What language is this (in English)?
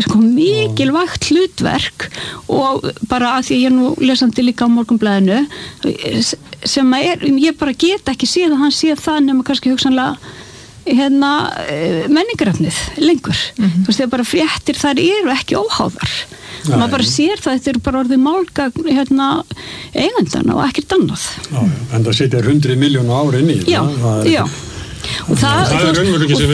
Icelandic